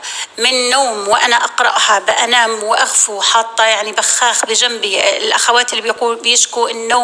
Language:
North Levantine Arabic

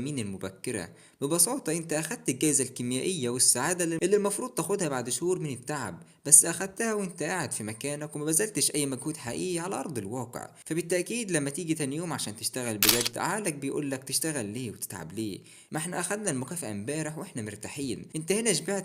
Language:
Egyptian Arabic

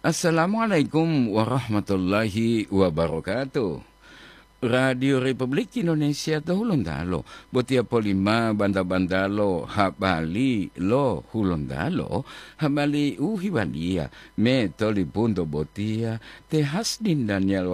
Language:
Gorontalo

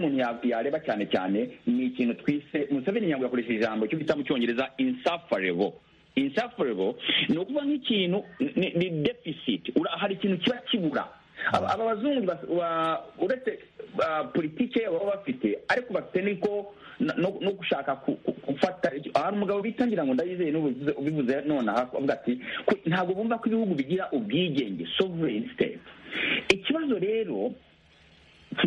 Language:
Kinyarwanda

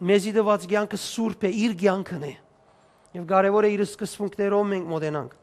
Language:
Western Armenian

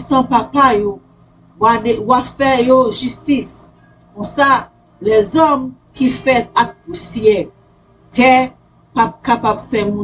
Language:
Haitian Creole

